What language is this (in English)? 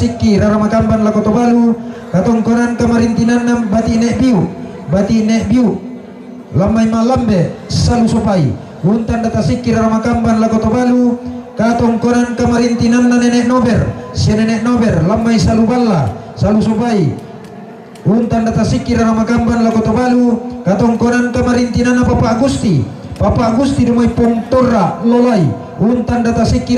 Toraja-Sa'dan